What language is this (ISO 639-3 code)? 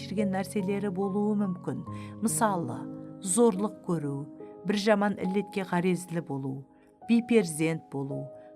kaa